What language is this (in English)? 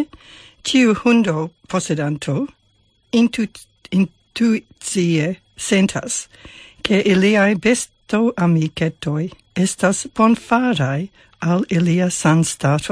Esperanto